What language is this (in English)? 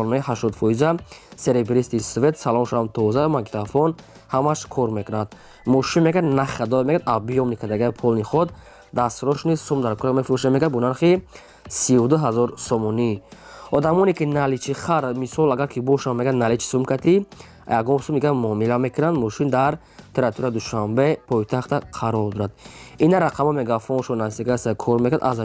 Tajik